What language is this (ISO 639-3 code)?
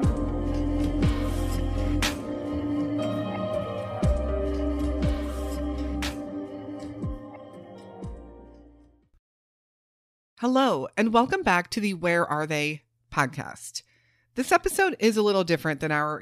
eng